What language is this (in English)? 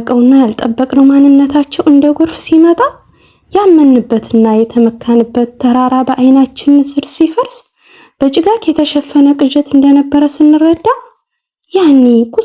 Amharic